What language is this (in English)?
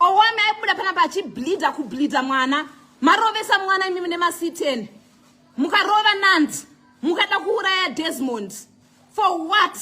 Shona